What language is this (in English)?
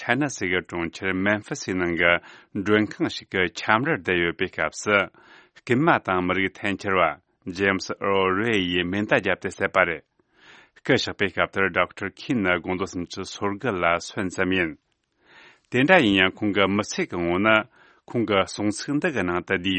Tibetan